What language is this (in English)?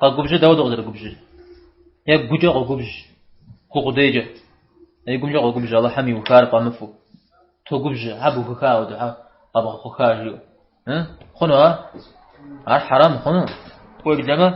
Kabardian